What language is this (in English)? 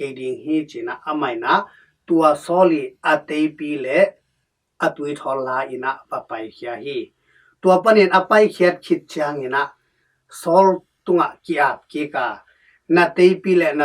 Tedim Chin